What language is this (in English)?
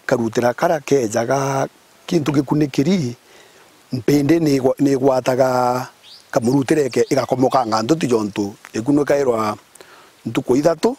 Meru